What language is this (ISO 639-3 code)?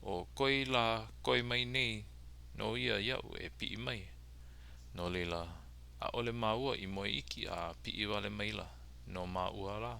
haw